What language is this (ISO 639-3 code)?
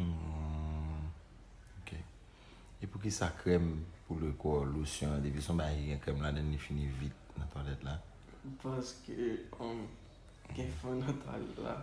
hat